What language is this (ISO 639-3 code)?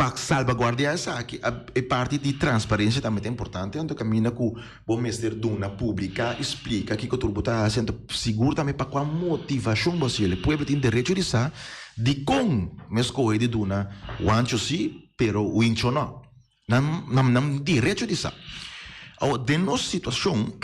pap